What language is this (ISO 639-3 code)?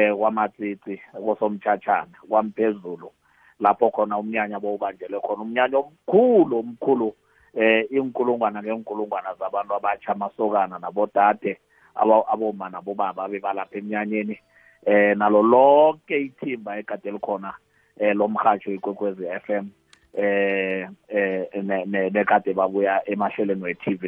nbl